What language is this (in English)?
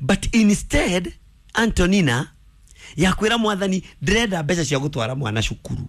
Kikuyu